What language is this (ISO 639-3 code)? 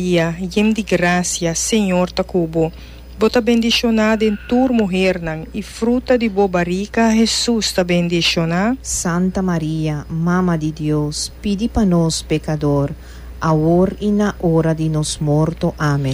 pap